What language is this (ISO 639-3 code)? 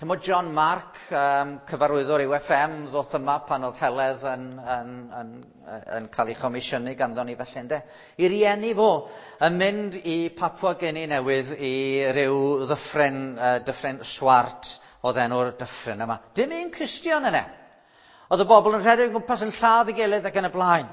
cym